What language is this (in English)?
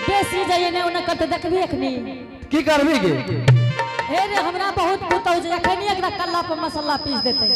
Angika